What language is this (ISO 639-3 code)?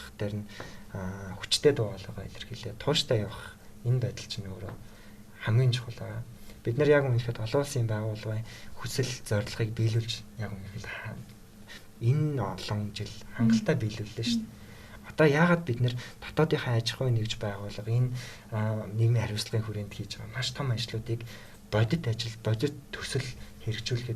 mon